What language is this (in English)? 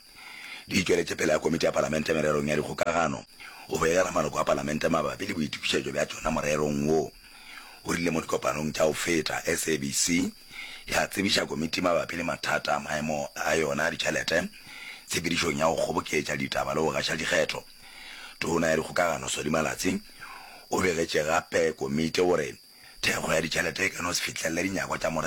Northern Sotho